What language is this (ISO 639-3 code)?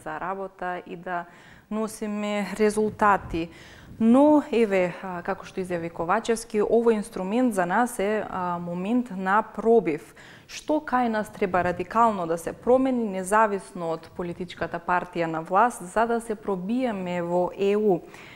mkd